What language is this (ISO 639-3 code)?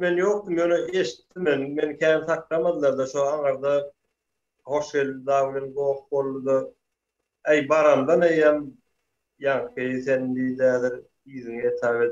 tuk